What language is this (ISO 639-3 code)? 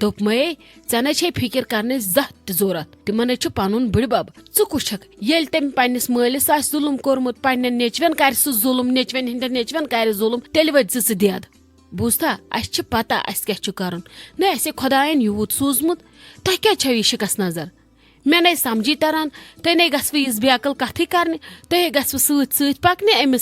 kas